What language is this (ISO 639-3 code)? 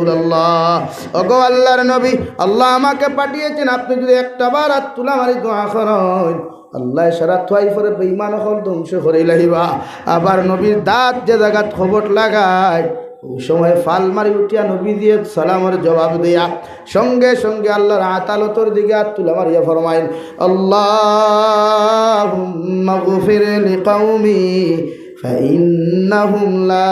syl